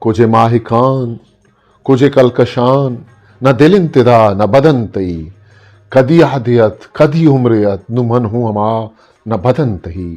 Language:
Eastern Balochi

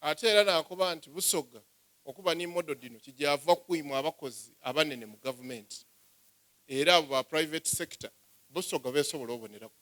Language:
Soga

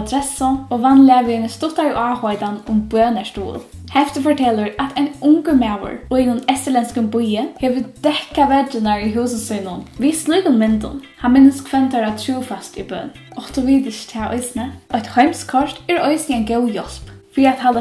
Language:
Faroese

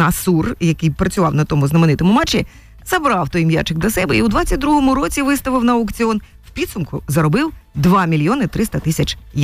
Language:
Ukrainian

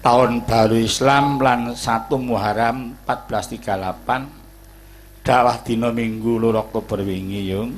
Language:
Javanese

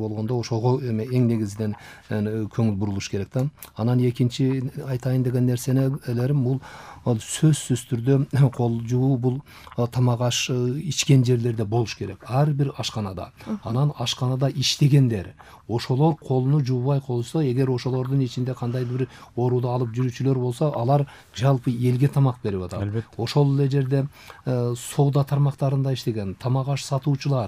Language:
Kyrgyz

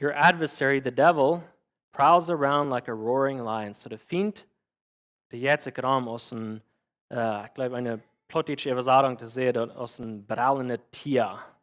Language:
Plautdietsch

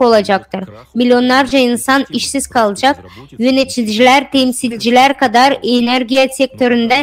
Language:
Gagauz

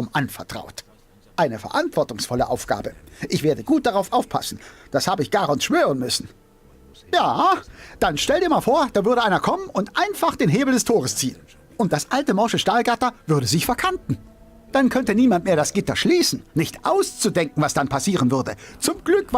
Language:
Bavarian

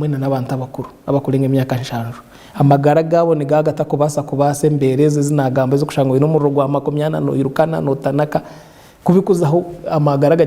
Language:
Nyankole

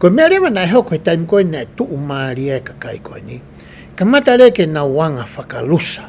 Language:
Tongan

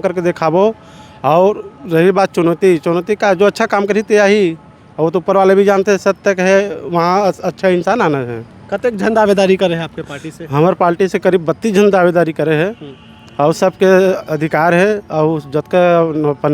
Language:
Chhattisgarhi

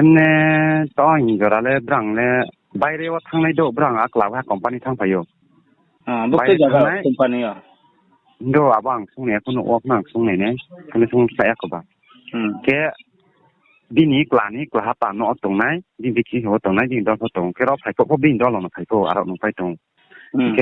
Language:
Riang (India)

